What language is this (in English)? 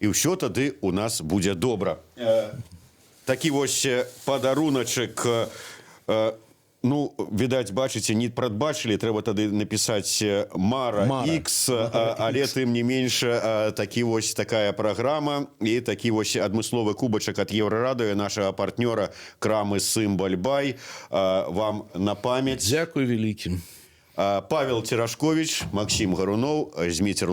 Belarusian